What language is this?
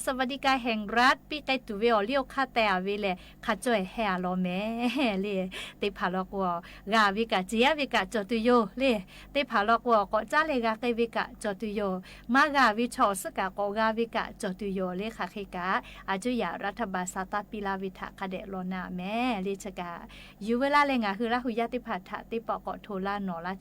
Lahu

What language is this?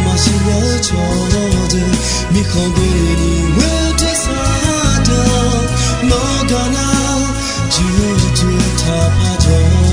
Akha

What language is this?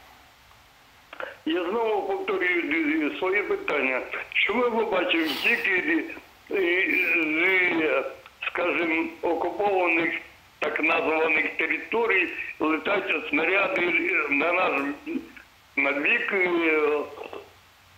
Ukrainian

